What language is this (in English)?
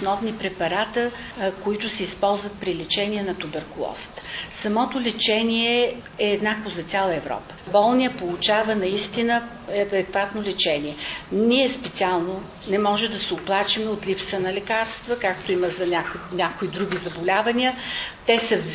Bulgarian